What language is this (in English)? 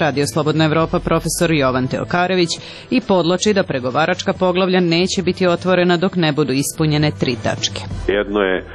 Serbian